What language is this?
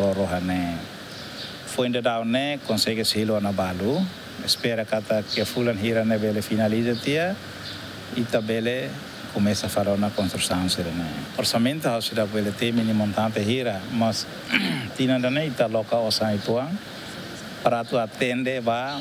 Tetum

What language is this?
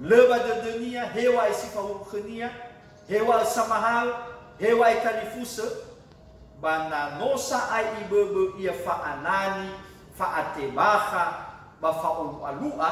Nias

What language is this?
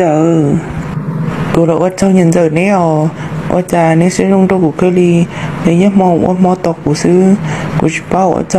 Hmong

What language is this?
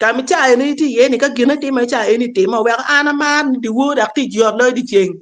Acoli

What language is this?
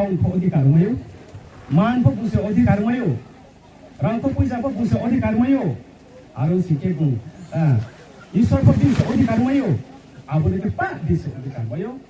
Riang (India)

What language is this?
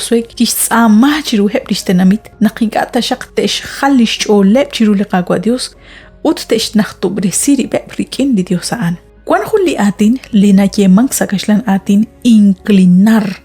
Kekchí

